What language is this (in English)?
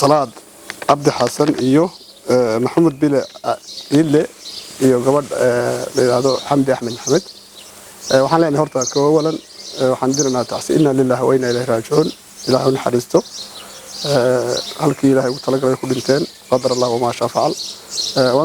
Somali